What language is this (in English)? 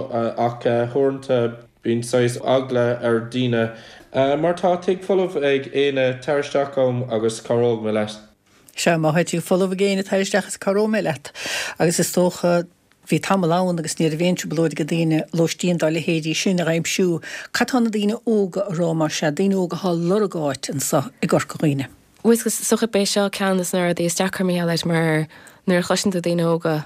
Irish